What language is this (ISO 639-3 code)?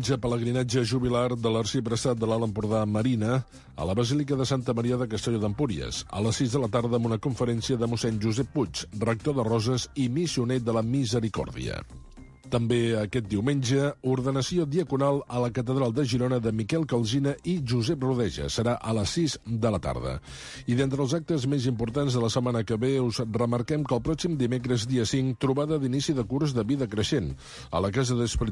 cat